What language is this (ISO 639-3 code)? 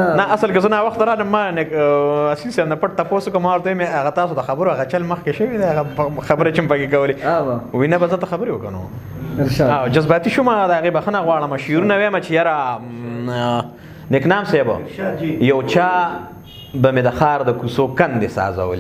pus